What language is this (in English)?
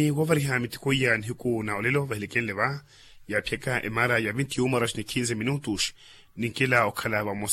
Makhuwa